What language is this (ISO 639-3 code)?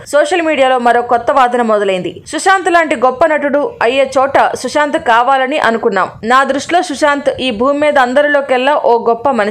tel